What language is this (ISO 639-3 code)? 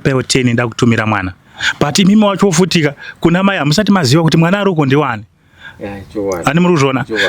sna